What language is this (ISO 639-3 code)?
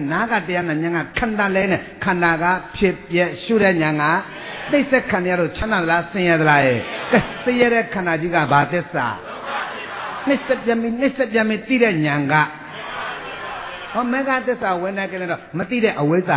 mya